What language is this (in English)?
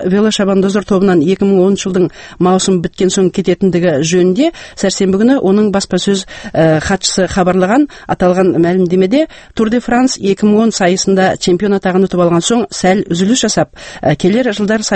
Kazakh